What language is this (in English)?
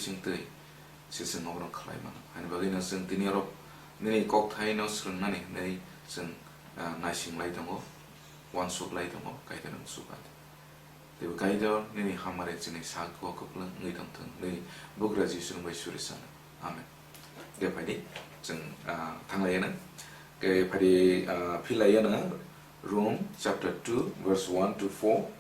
Kok Borok